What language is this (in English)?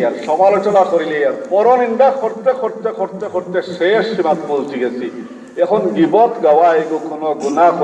Sylheti